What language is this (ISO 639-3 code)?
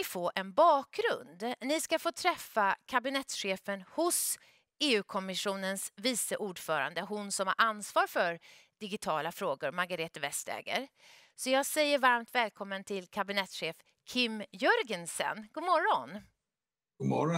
swe